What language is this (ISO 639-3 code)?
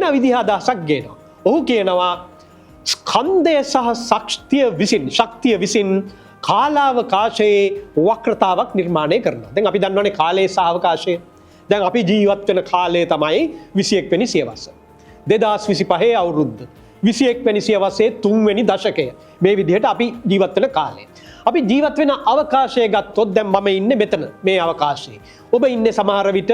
sin